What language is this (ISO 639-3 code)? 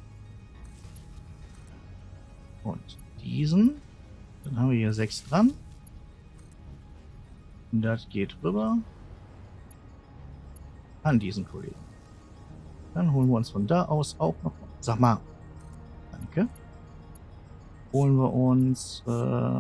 deu